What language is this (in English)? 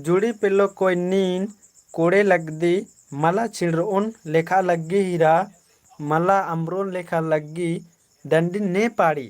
Kurukh